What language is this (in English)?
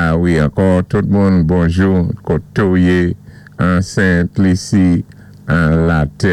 Saint Lucian Creole French